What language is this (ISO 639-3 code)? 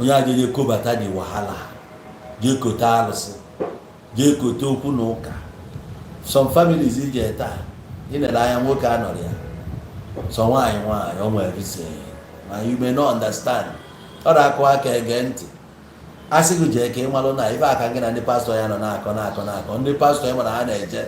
ibo